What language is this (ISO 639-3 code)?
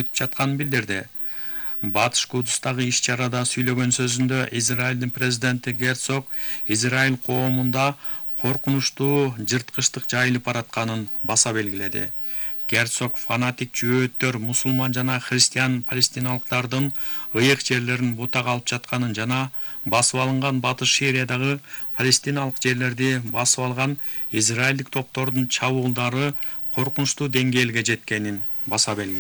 kir